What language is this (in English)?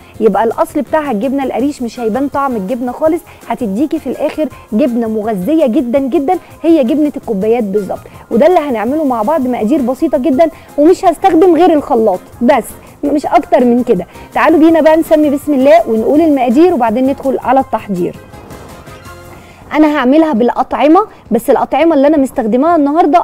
Egyptian Arabic